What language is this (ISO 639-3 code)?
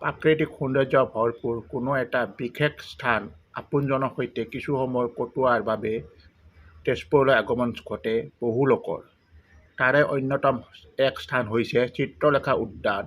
asm